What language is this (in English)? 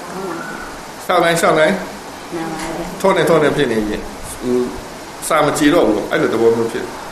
Burmese